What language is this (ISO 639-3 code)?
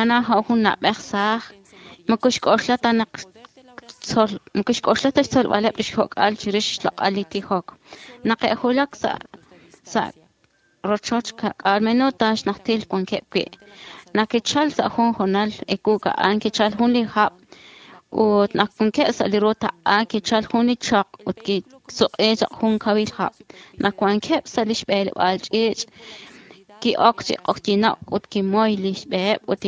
kek